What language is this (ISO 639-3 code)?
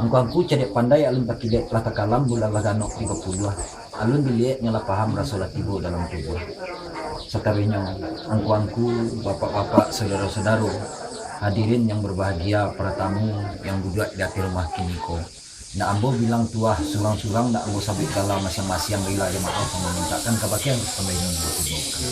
min